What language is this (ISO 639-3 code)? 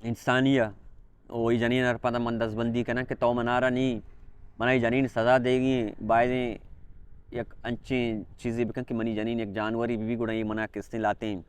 bal